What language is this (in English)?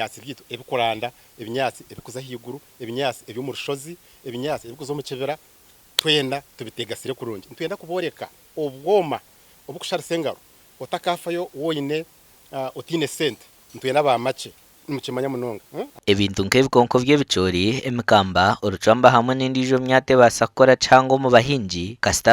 Nyankole